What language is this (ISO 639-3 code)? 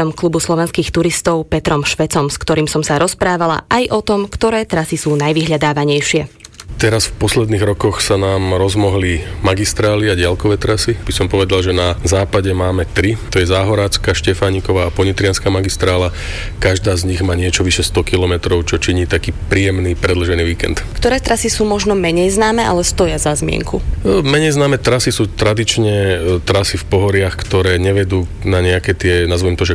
slk